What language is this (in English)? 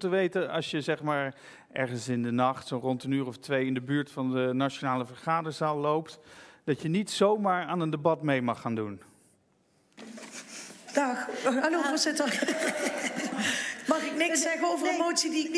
Dutch